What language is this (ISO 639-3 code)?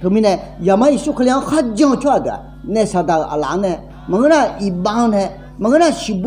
ahk